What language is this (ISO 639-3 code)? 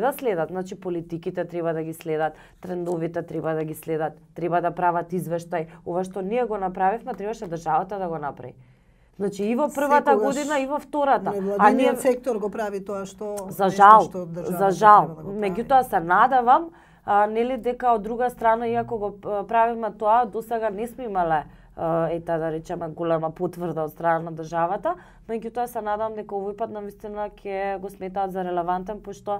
mkd